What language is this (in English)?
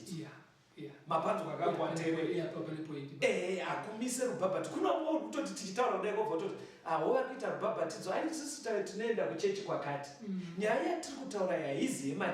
Shona